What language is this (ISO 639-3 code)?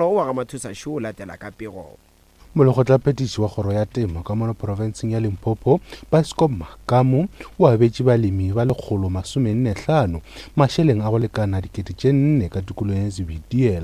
nso